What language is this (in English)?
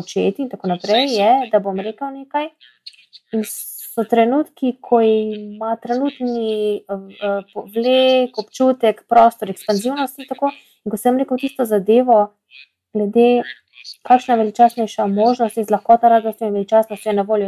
Slovenian